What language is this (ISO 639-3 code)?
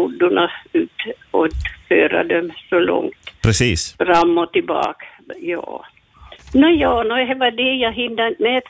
swe